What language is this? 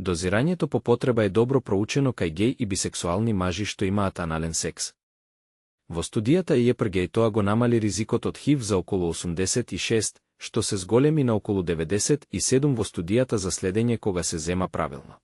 Macedonian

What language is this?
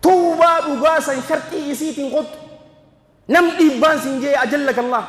Oromo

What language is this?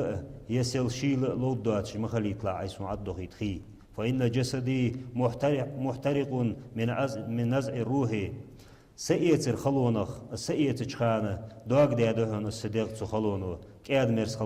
Ingush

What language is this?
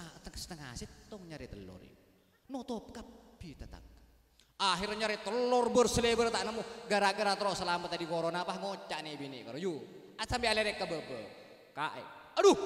Madurese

